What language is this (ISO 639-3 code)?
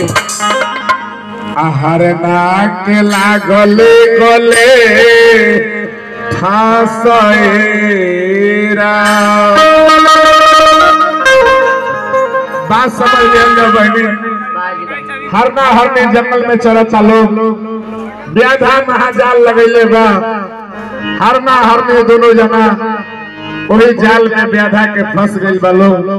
bho